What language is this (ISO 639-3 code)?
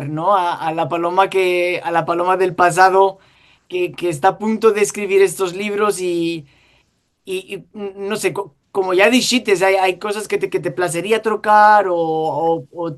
lad